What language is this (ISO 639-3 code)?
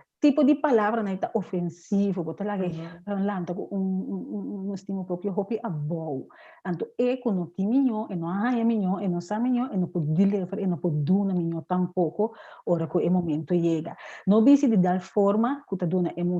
pap